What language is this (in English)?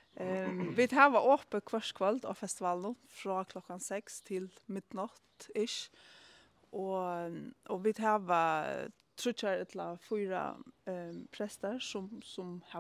Faroese